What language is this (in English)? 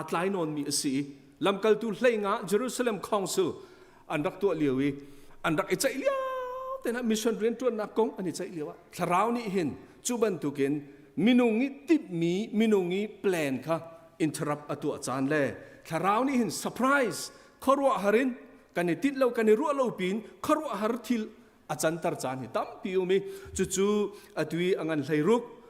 Hakha Chin